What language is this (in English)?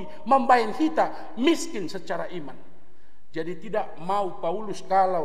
Batak Simalungun